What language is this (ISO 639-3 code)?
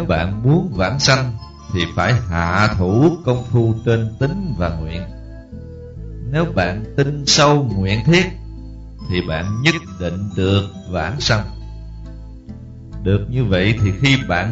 vie